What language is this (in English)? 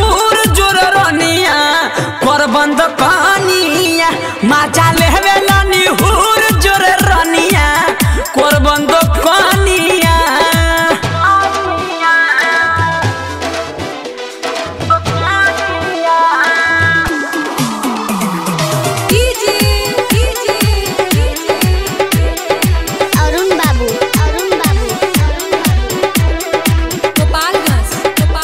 Bhojpuri